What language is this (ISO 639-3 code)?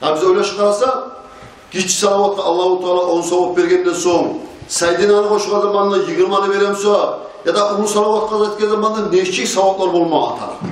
kum